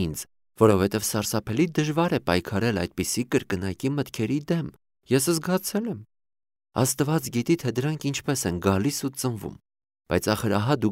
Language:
Armenian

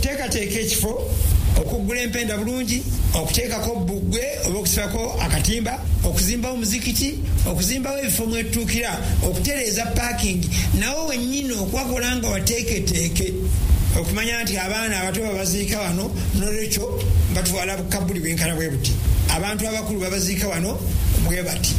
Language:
Ganda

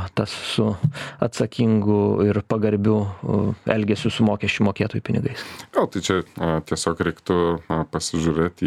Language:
Lithuanian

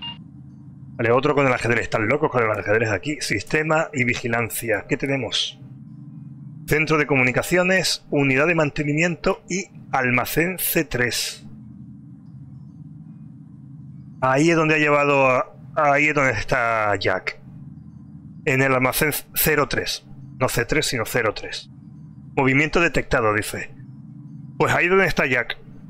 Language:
Spanish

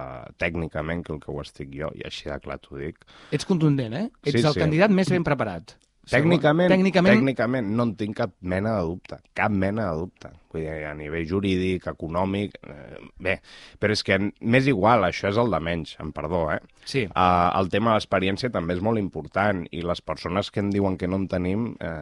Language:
Catalan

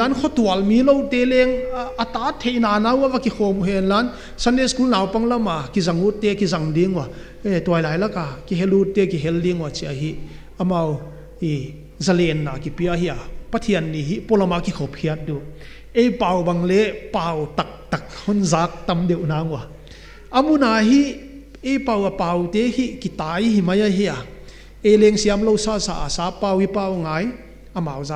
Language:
Paite Chin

